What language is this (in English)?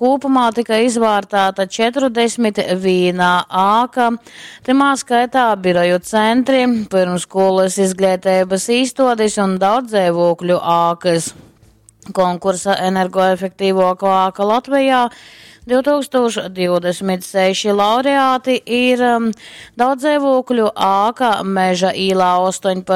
Latgalian